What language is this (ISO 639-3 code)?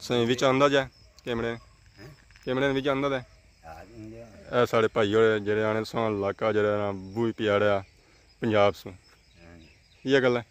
phr